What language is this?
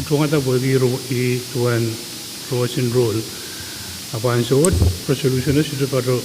Pohnpeian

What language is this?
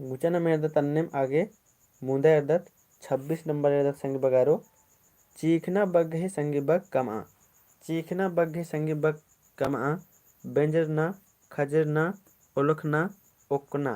Kurukh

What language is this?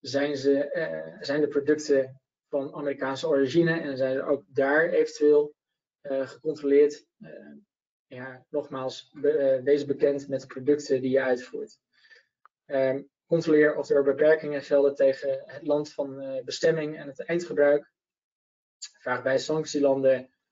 Dutch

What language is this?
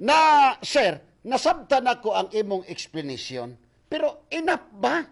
Cebuano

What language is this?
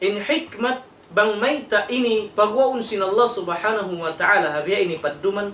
Tausug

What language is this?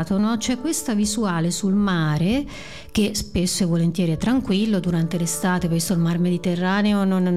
Italian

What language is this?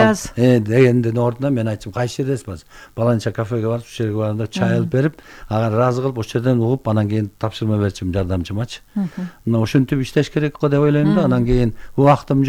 Kyrgyz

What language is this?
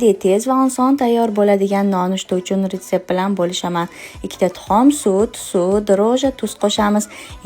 Uzbek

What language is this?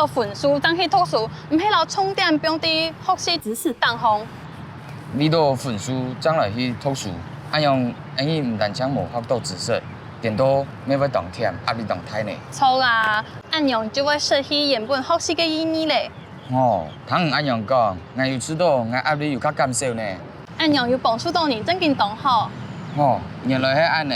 Hakka Chinese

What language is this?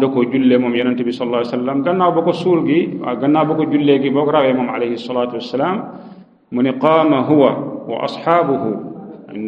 Wolof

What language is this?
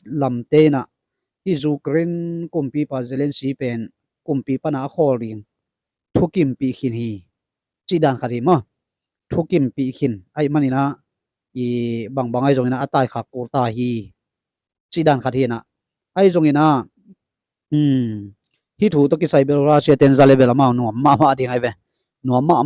Tedim Chin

